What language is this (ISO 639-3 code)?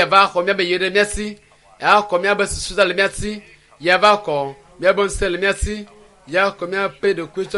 ewe